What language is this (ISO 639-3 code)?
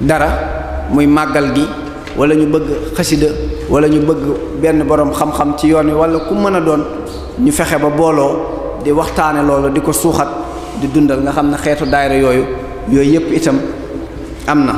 wol